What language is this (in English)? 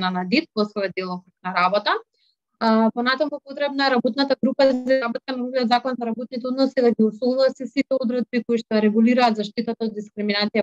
Macedonian